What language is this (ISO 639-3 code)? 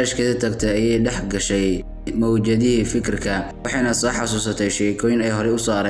som